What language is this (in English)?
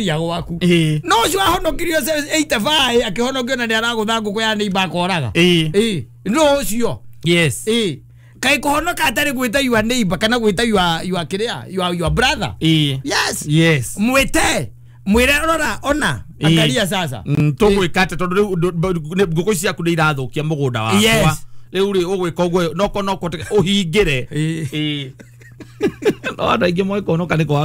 Kikuyu